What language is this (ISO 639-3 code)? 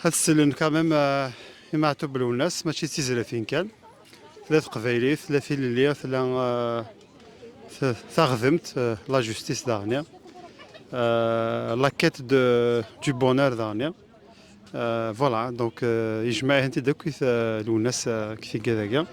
kab